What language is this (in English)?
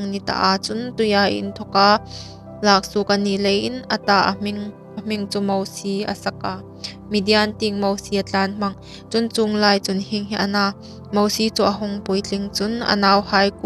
Hmar